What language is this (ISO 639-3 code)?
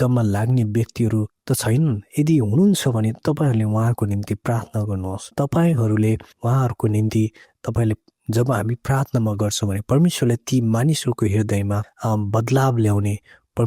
nep